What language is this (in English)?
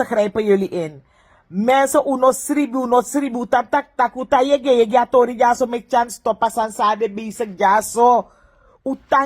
Sranan Tongo